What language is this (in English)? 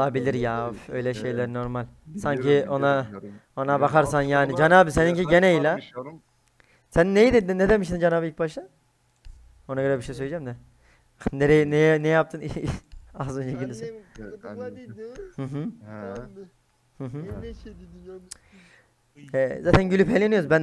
Turkish